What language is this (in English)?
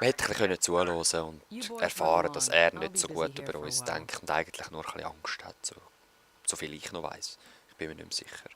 Swiss German